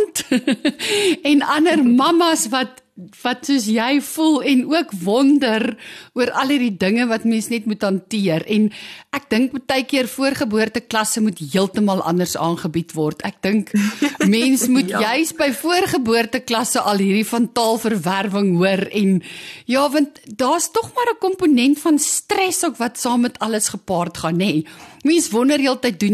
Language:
Afrikaans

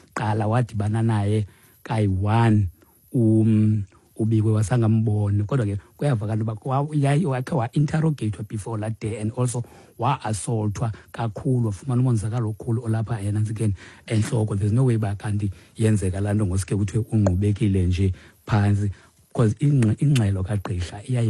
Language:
Xhosa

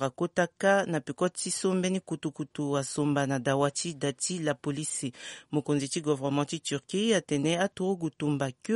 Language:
Sango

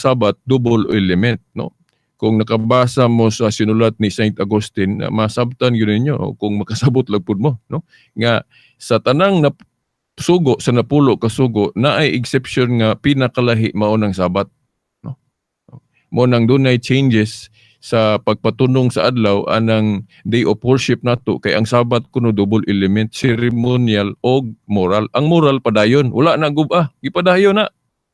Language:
Cebuano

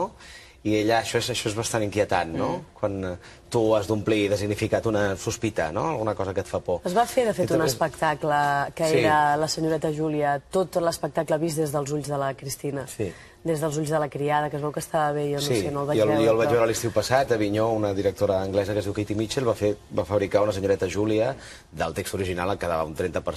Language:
Catalan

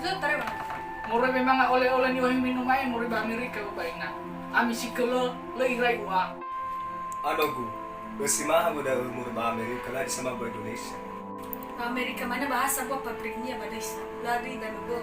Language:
Nias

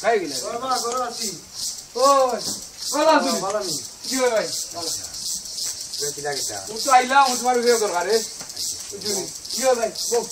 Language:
Sylheti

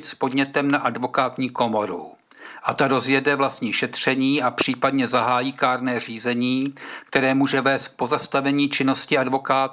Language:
Czech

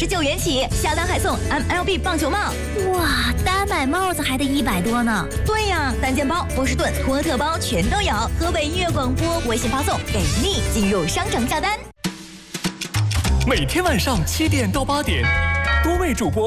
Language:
Chinese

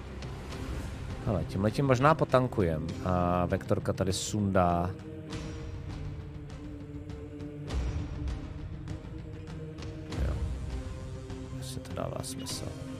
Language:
Czech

